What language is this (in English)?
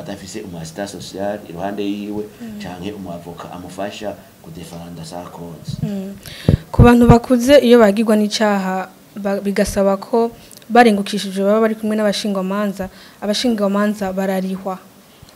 Rundi